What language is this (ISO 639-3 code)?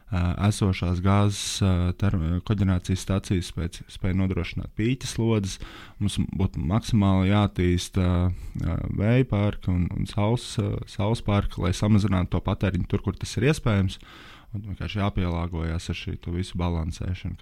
lav